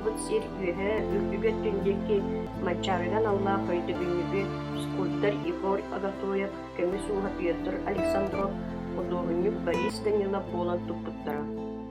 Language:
Yakut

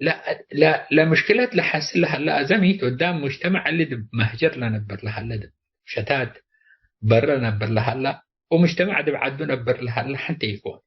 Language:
Tigre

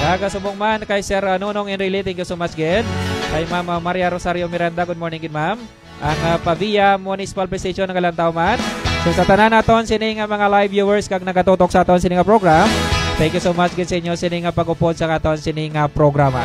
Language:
Hiligaynon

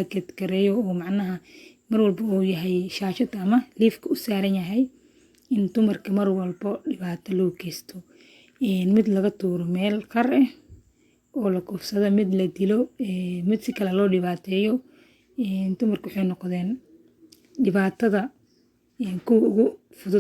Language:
Somali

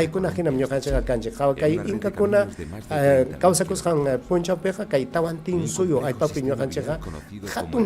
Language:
Ayacucho Quechua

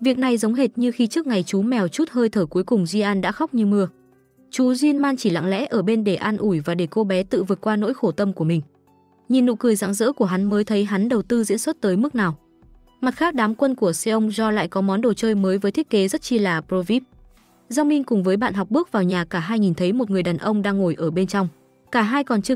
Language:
Vietnamese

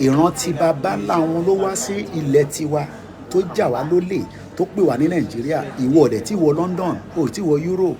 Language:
Yoruba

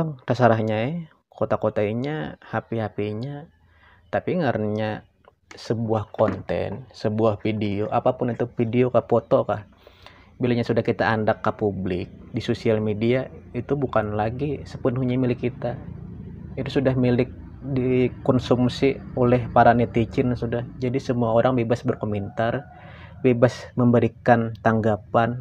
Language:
Banjar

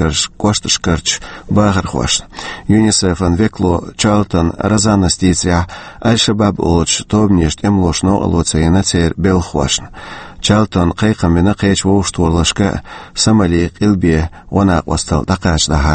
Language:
Chechen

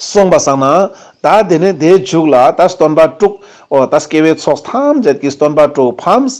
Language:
Ladakhi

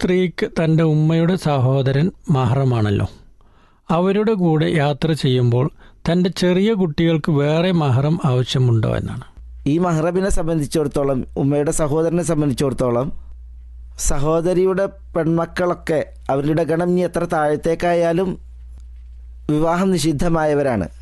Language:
Malayalam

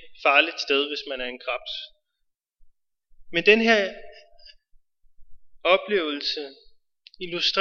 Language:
Danish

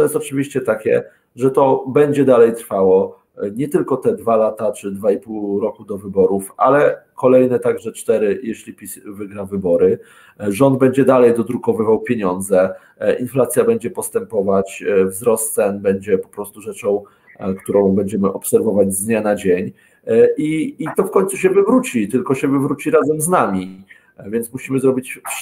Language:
Polish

